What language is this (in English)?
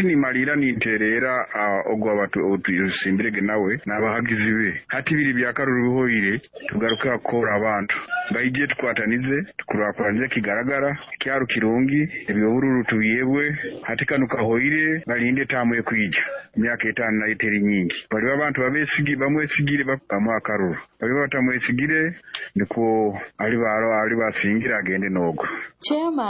Nyoro